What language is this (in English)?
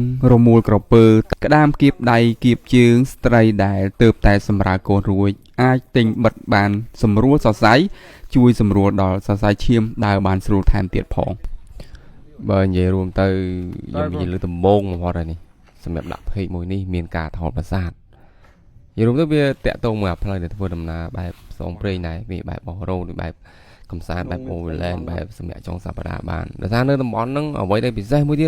Khmer